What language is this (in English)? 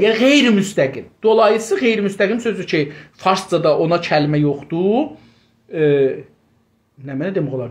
South Azerbaijani